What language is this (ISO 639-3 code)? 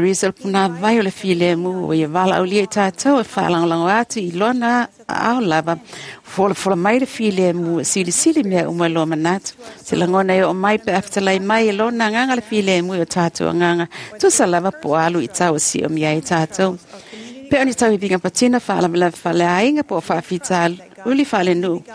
smo